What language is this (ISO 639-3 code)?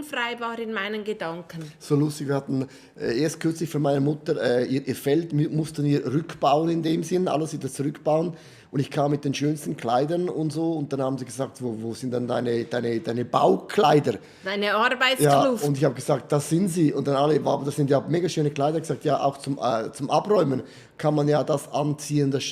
gsw